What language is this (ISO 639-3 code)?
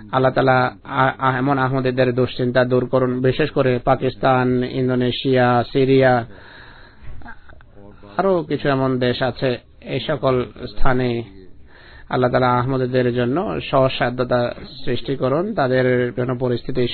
ben